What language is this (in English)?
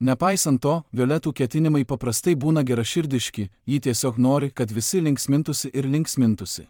Lithuanian